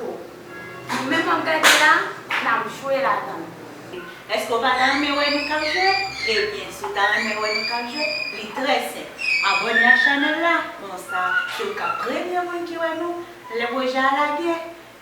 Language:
Haitian Creole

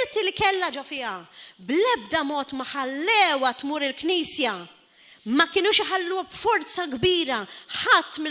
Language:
Maltese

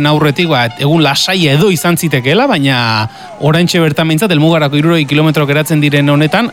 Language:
Basque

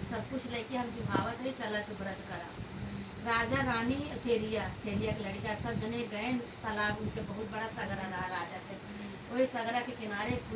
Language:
Awadhi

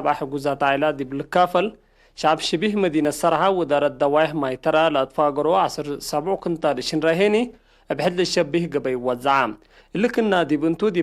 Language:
Tigre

